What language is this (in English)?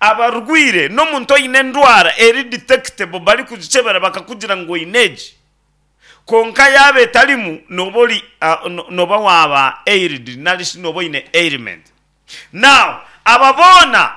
Nyankole